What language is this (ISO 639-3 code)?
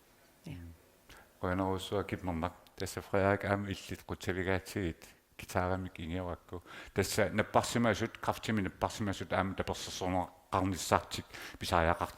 kal